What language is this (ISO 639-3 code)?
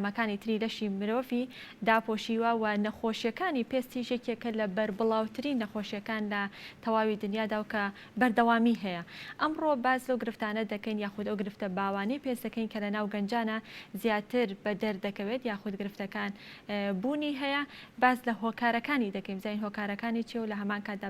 ckb